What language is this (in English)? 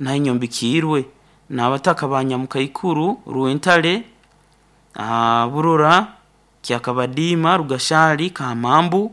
Nyoro